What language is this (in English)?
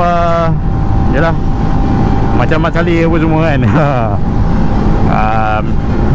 Malay